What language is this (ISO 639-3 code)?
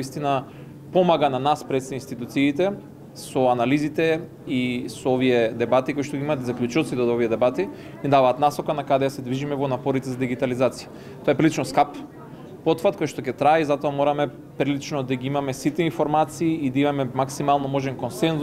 mkd